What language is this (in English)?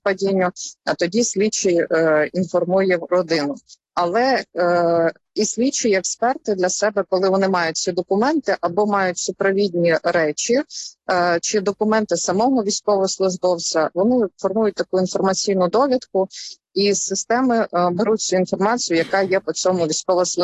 Ukrainian